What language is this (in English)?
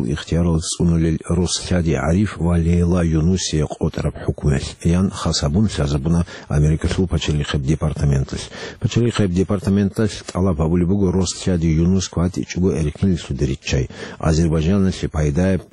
Avaric